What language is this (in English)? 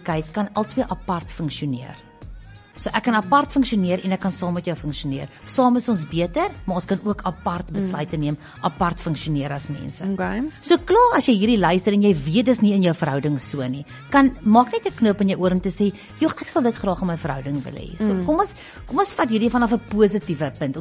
Afrikaans